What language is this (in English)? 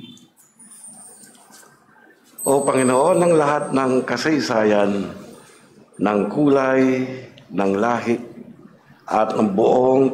Filipino